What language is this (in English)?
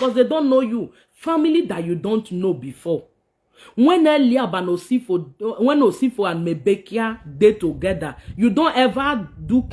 Nigerian Pidgin